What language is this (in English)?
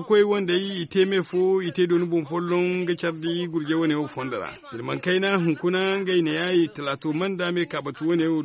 Zarma